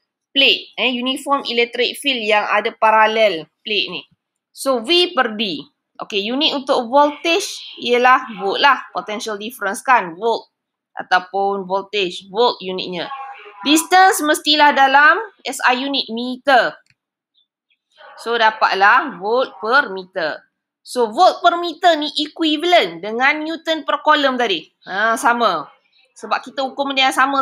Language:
Malay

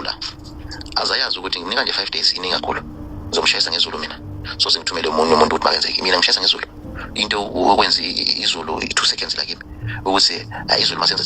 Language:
Zulu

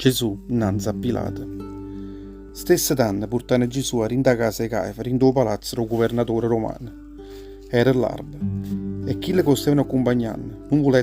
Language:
Neapolitan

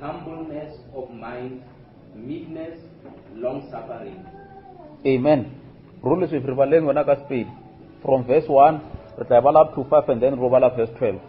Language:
Northern Sotho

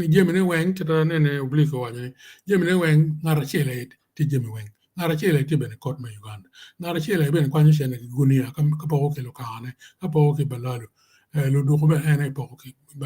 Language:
Acoli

